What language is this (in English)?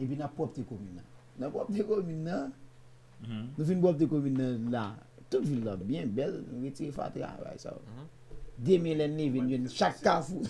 Haitian Creole